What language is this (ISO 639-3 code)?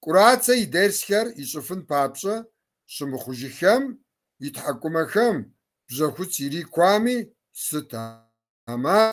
kbd